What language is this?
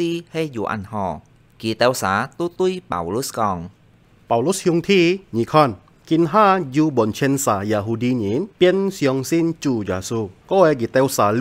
Hakka Chinese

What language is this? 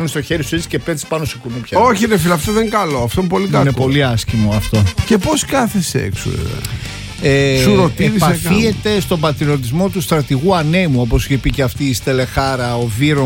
Greek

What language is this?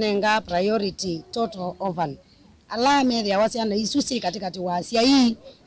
Kamba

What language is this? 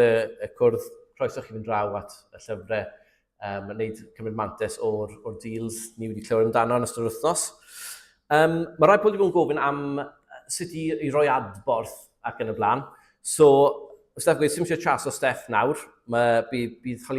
Welsh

